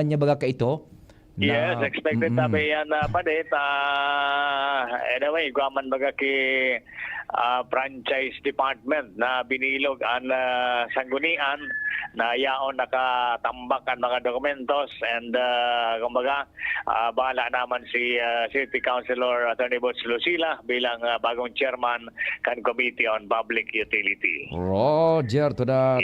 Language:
Bikol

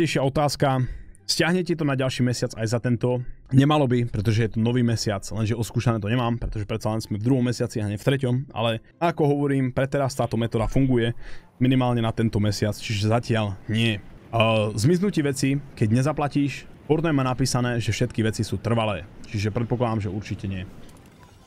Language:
Slovak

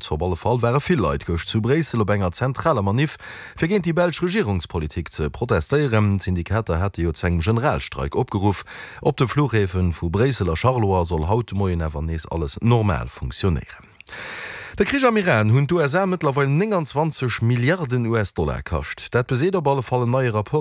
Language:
Luxembourgish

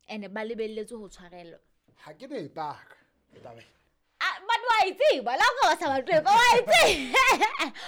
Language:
Southern Sotho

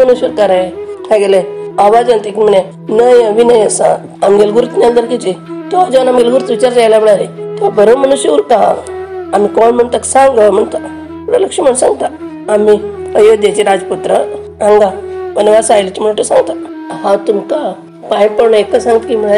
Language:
Konkani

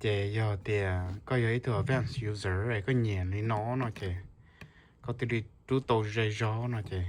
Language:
Hmong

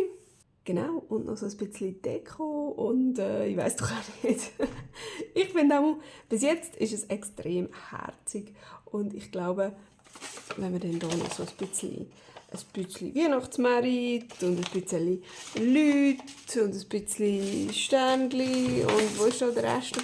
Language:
Swiss German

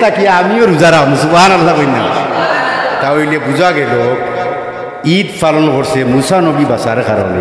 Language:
Sylheti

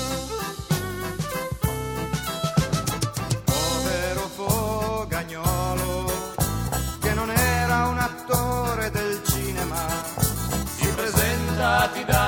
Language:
Italian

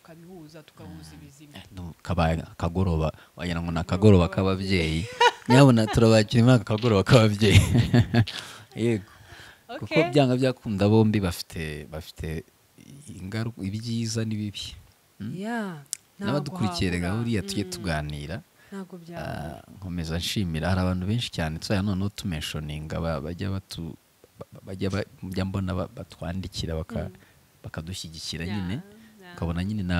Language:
Kinyarwanda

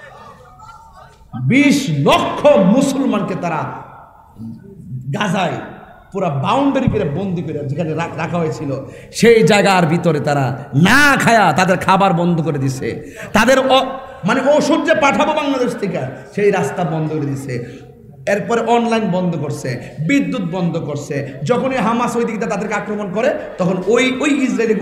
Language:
Bangla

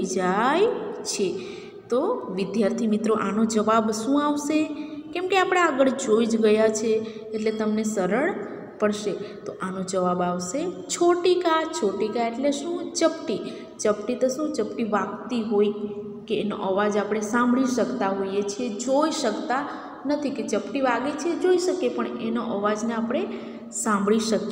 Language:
Gujarati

